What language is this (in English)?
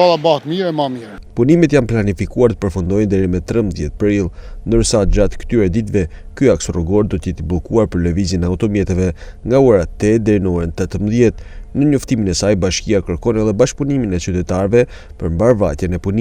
Albanian